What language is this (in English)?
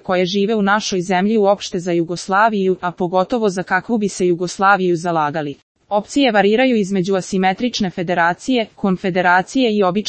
Serbian